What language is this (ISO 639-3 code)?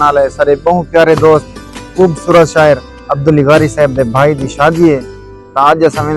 skr